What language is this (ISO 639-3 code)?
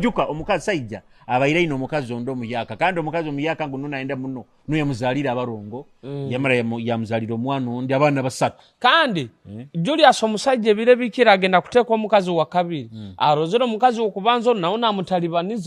nyo